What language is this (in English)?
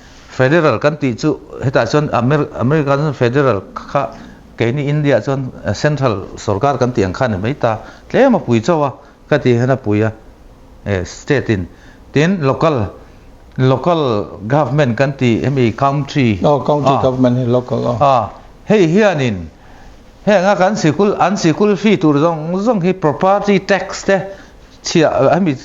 Mizo